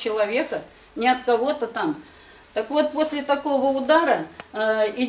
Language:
Russian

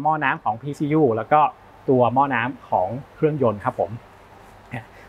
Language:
Thai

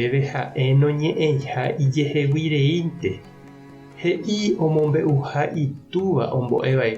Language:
Guarani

